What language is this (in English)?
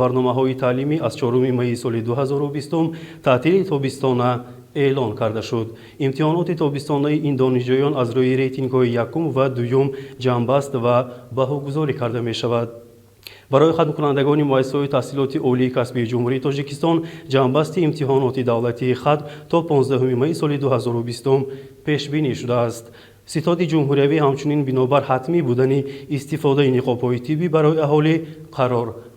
Tajik